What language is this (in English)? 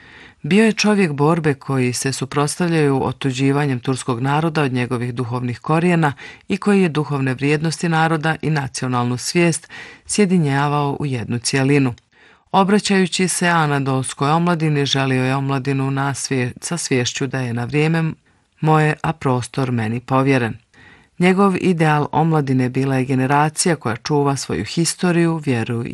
Bosnian